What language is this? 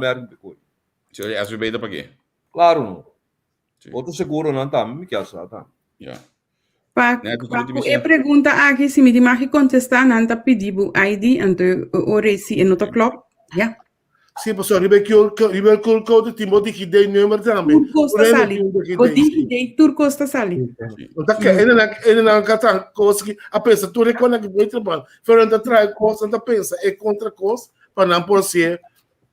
Papiamento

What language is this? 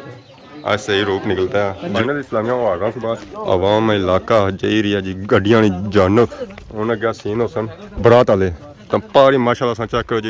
Pahari-Potwari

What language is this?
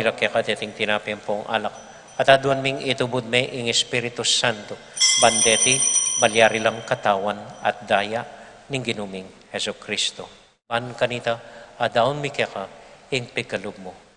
Pampanga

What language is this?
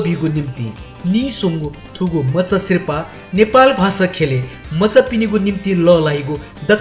Newari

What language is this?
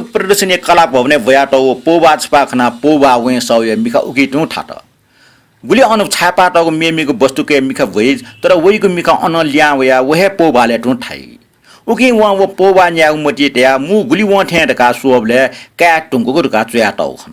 Newari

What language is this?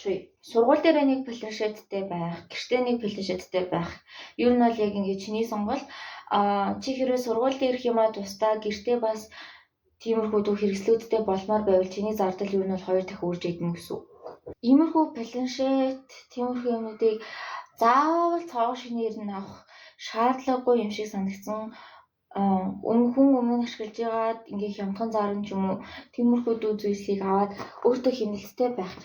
Mongolian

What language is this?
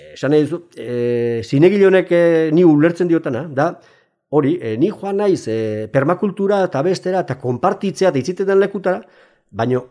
Basque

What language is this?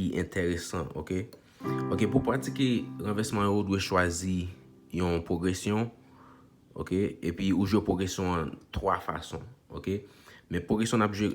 Haitian Creole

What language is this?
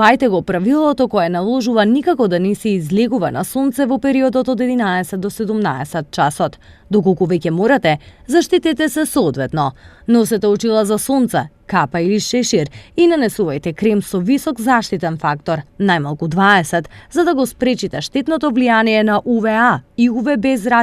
Macedonian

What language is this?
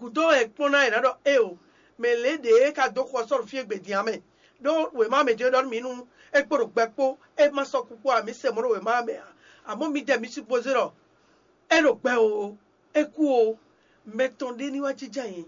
Fon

